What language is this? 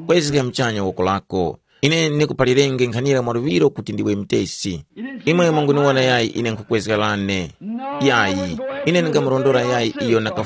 Tumbuka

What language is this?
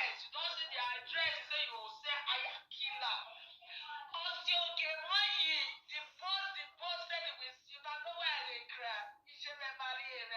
Nigerian Pidgin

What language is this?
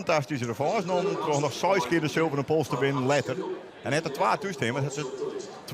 Western Frisian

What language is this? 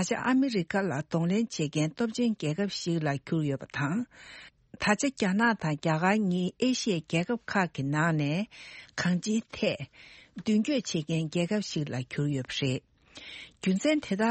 Tibetan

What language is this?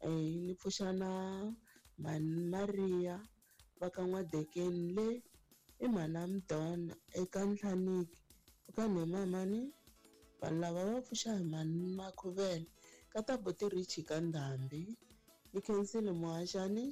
Tsonga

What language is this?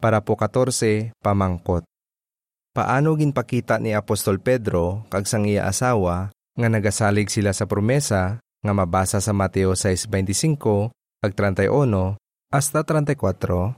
Hiligaynon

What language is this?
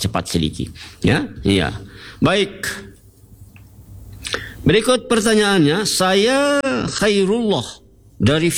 Indonesian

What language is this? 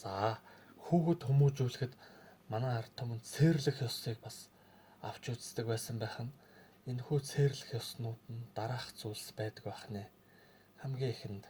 Mongolian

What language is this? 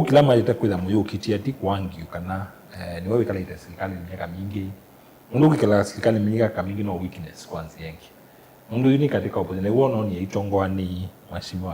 Kamba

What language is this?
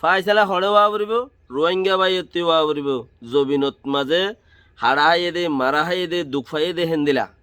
Rohingya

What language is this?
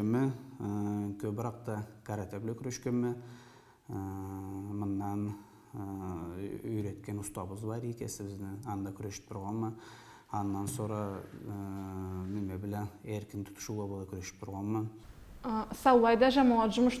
Karachay-Balkar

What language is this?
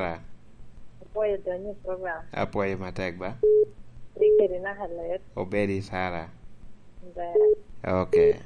Lango (Uganda)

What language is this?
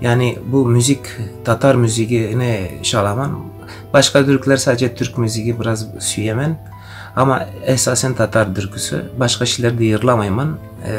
Crimean Tatar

